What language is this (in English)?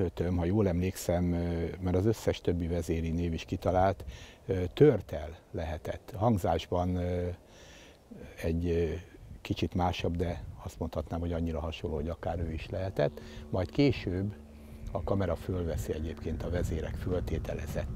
Hungarian